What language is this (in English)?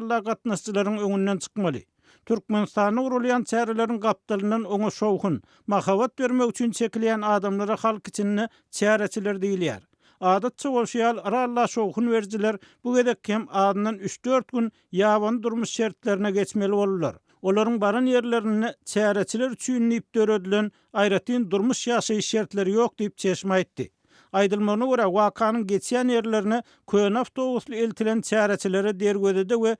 Turkmen